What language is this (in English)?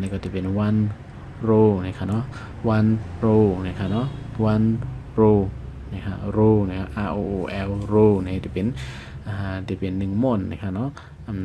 Shan